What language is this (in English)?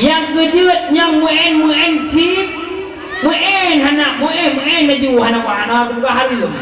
Achinese